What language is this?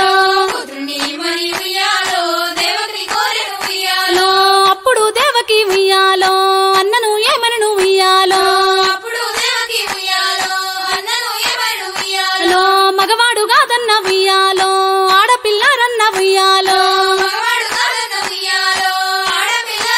Telugu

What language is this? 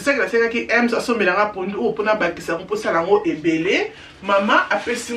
Lingala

